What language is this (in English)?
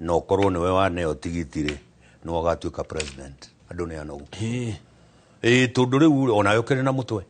Kikuyu